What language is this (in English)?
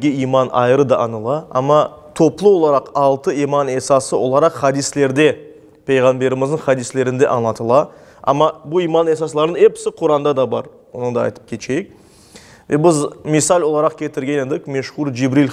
Crimean Tatar